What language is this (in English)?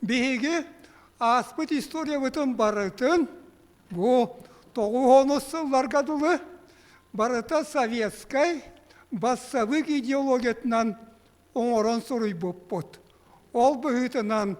Yakut